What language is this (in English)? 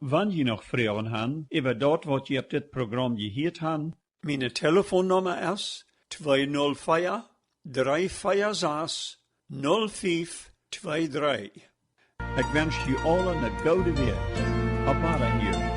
Plautdietsch